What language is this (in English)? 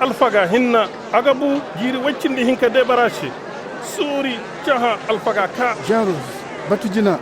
Zarma